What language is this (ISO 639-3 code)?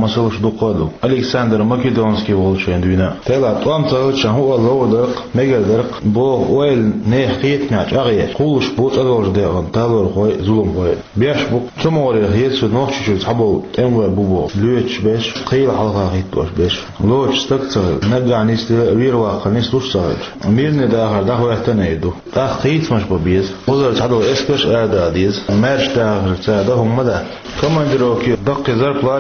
che